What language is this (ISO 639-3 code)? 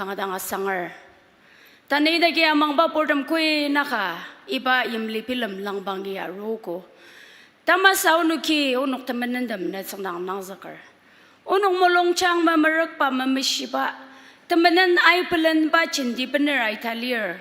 njo